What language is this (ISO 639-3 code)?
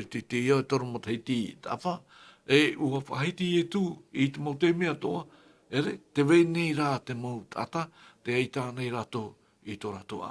tah